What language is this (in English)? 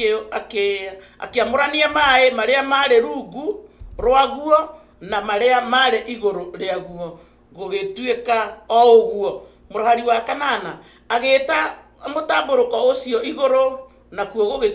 Kikuyu